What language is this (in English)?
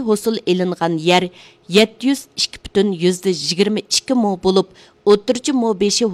Uyghur